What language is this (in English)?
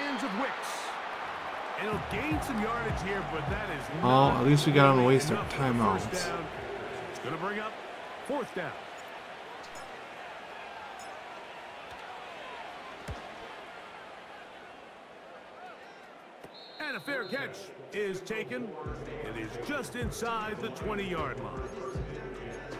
English